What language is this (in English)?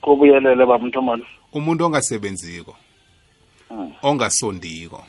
South Ndebele